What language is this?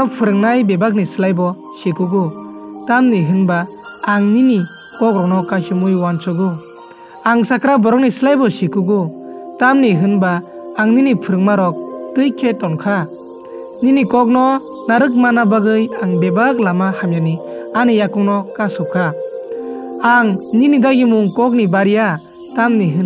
Kok Borok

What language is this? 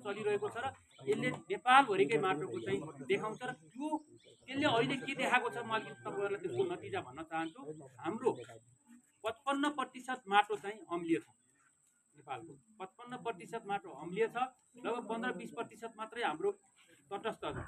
Nepali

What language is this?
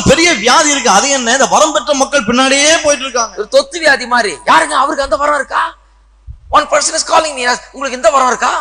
Tamil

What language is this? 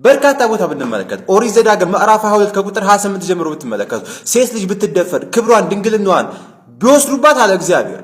Amharic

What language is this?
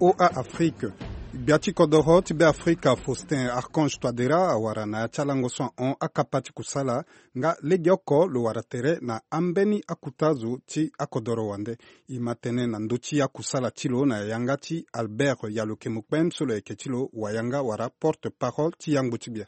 Sango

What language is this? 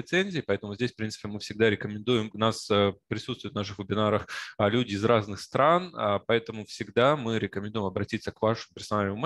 Russian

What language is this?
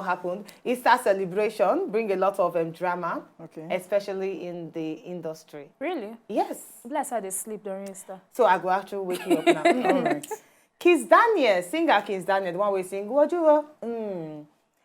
Nigerian Pidgin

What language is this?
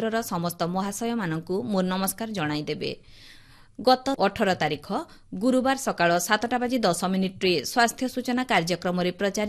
Odia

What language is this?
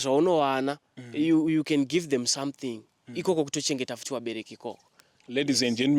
Shona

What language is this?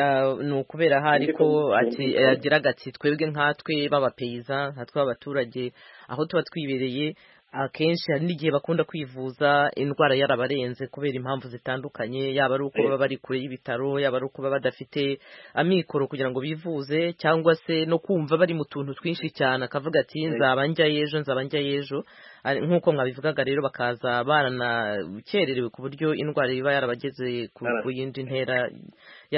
Kinyarwanda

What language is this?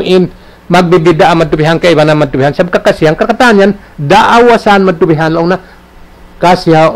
Tausug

